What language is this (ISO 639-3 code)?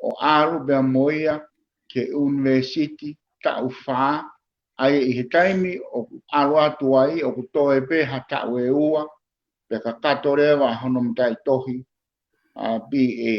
ton